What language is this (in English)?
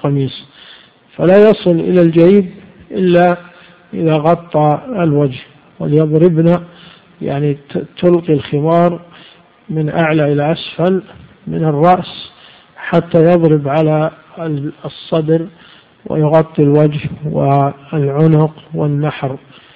Arabic